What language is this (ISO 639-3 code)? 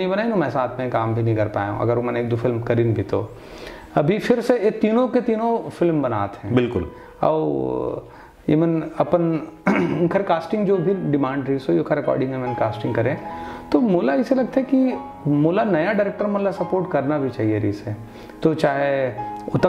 hne